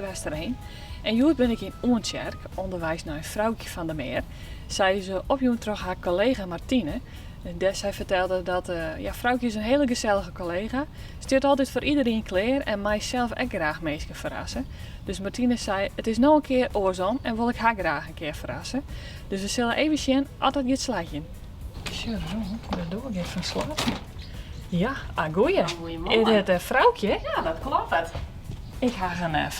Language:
Western Frisian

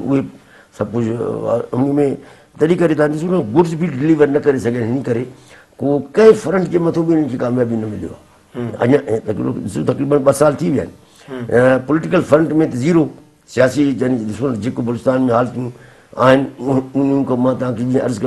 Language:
Sindhi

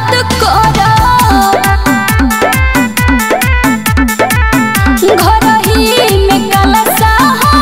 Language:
Bhojpuri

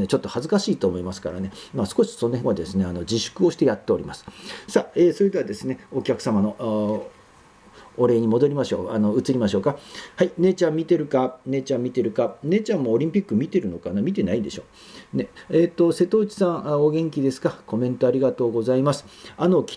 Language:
Japanese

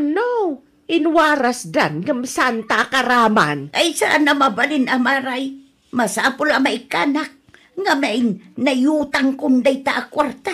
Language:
Iloko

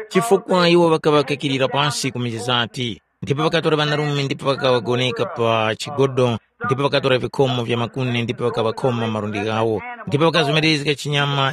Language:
Tumbuka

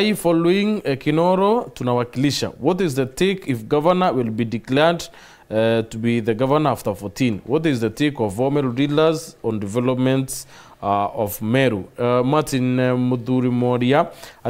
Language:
Meru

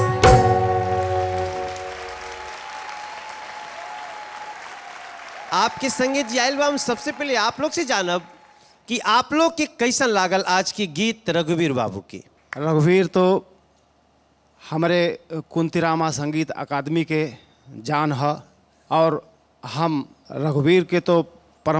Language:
Bhojpuri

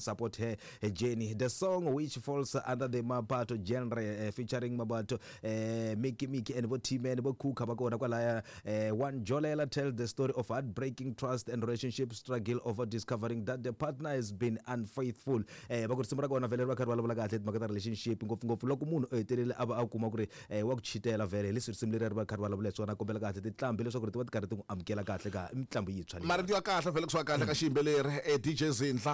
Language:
Tsonga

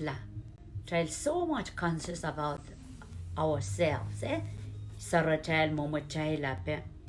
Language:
Pohnpeian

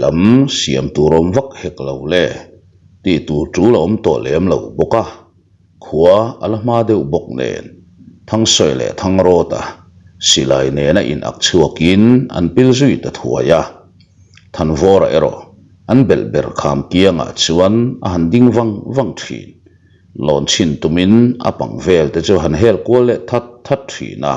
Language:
Mizo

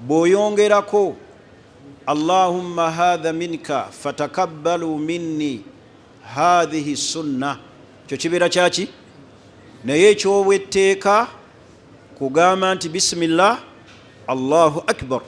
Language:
Ganda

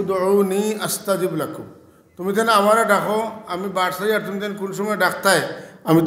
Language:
Sylheti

